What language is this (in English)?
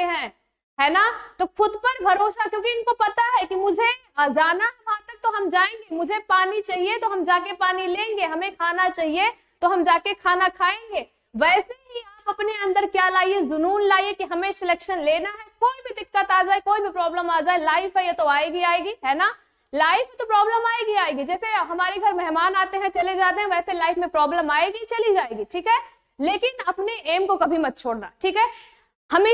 Hindi